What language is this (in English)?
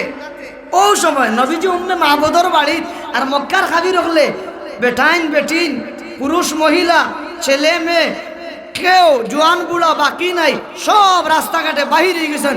Sylheti